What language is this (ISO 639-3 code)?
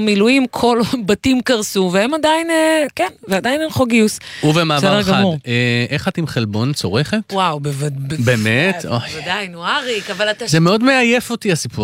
heb